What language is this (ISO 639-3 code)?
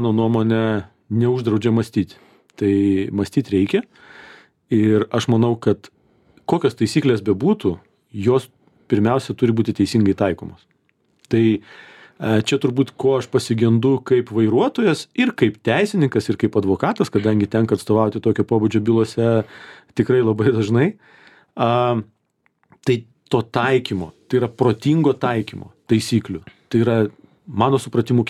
lit